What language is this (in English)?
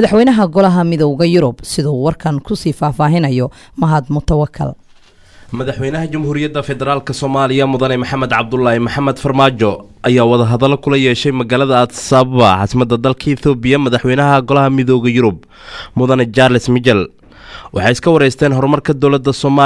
Somali